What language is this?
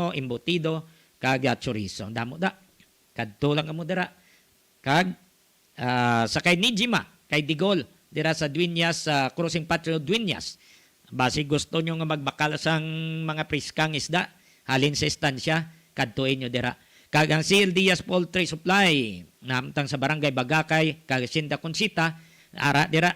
Hiligaynon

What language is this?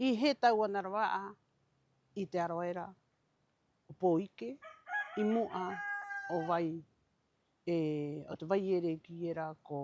Rapanui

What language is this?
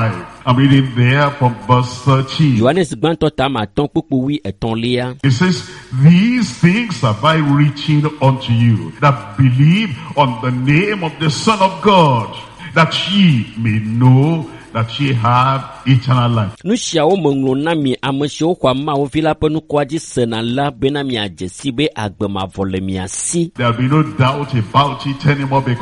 Ewe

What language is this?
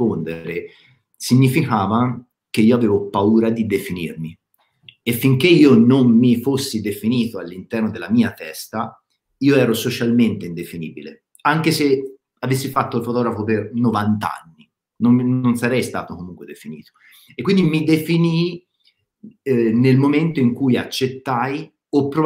Italian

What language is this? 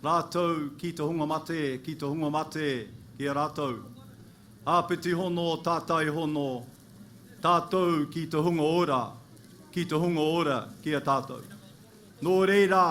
Māori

